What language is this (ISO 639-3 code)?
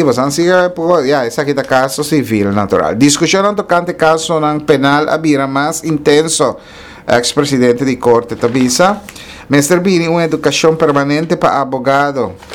pap